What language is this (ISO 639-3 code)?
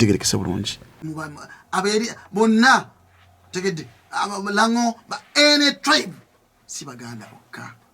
lug